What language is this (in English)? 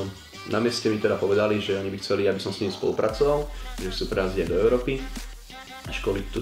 Slovak